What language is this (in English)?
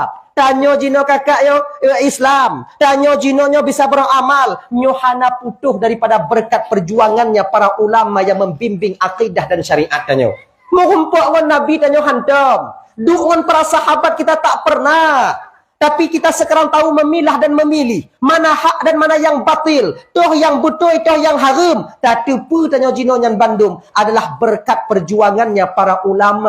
Achinese